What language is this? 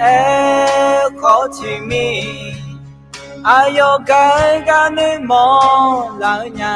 Akha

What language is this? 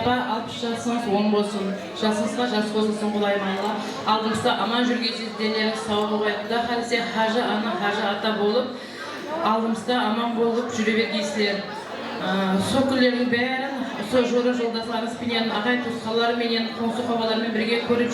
Kara-Kalpak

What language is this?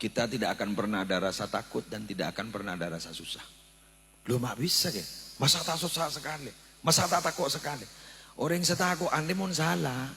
Madurese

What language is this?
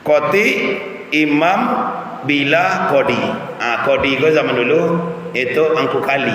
Minangkabau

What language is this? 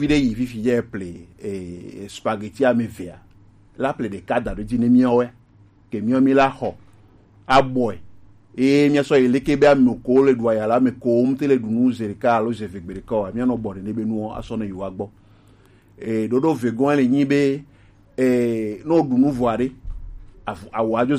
Gen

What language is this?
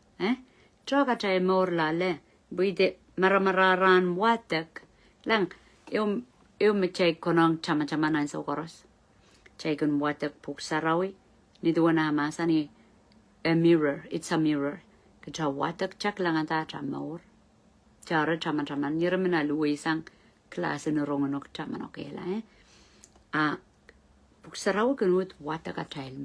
Pohnpeian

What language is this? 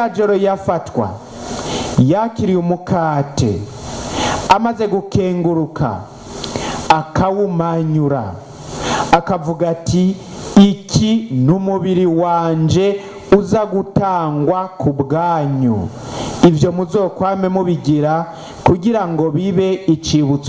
Rundi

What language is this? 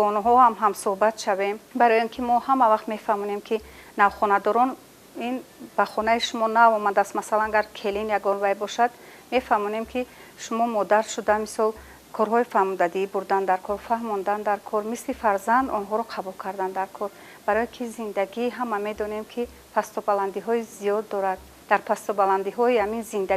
Tajik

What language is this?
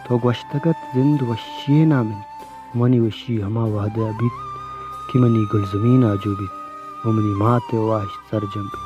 Baluchi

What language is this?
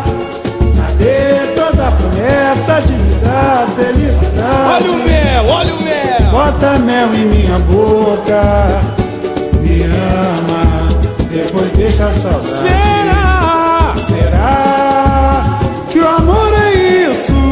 Portuguese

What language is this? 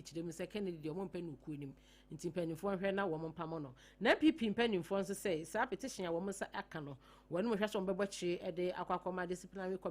Akan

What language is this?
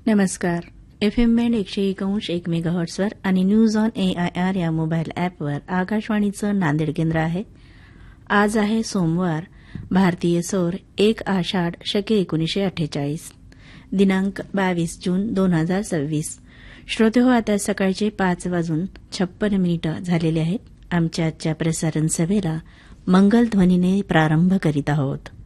Marathi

